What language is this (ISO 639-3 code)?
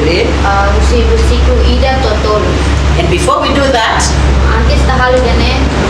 tet